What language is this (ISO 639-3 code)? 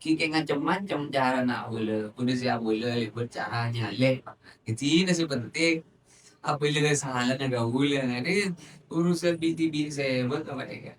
mad